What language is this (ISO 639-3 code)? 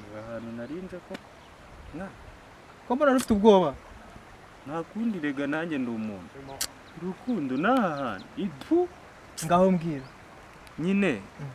kin